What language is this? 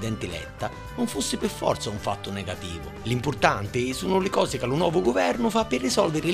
Sicilian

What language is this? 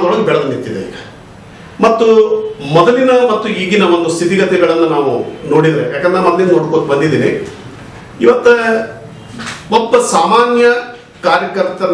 Kannada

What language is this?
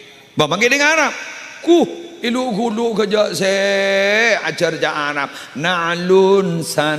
Madurese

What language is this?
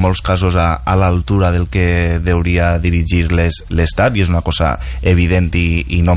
Catalan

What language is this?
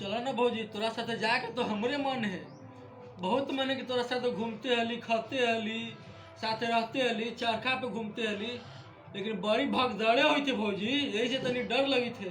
Magahi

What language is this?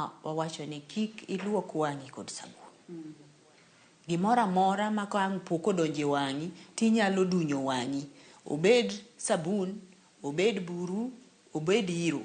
Luo (Kenya and Tanzania)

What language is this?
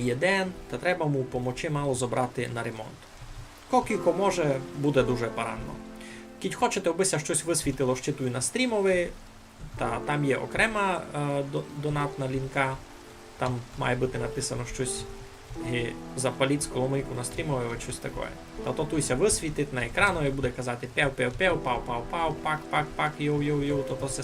Rusyn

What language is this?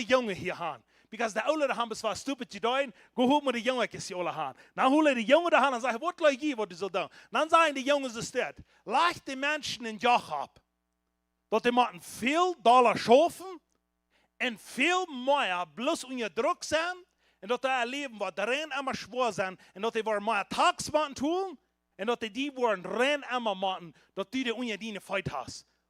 Plautdietsch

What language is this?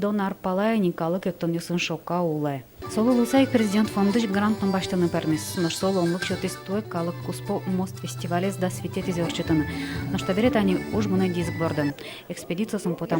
Udmurt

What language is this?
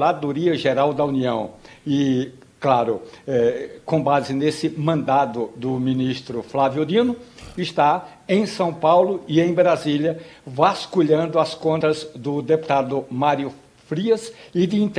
Portuguese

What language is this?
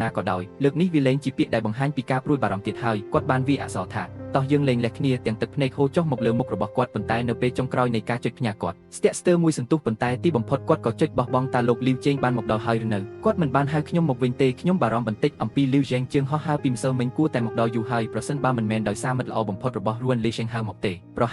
Khmer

